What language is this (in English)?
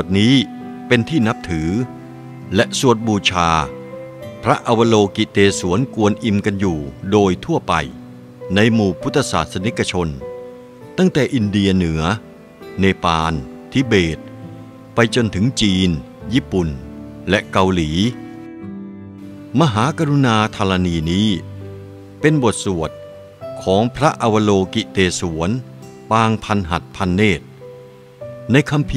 Thai